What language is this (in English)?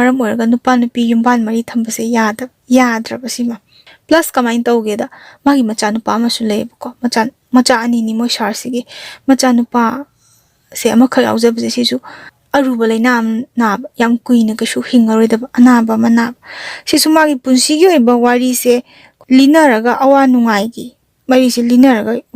Manipuri